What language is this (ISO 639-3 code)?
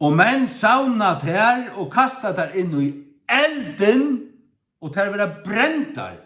fao